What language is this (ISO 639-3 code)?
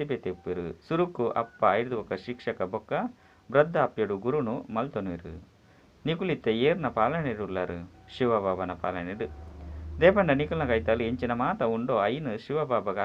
tcy